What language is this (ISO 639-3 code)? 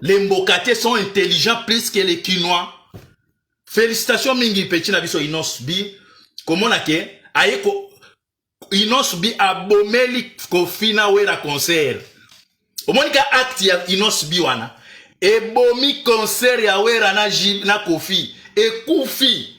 lin